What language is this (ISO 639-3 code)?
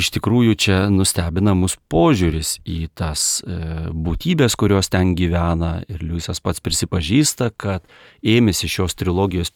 lit